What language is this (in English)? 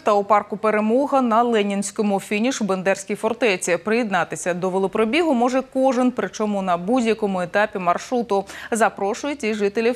Ukrainian